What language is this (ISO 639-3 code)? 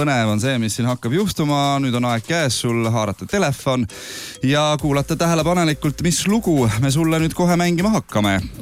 est